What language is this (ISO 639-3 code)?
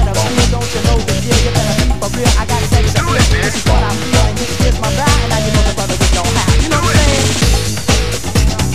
eng